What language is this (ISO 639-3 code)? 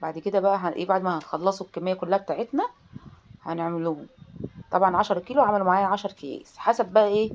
arz